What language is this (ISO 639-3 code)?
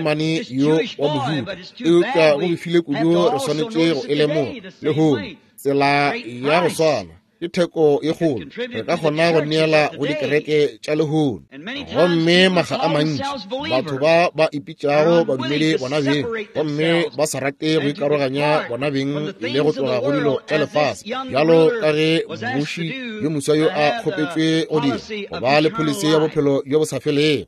nso